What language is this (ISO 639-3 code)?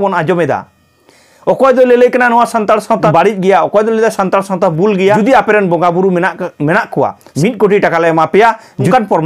sat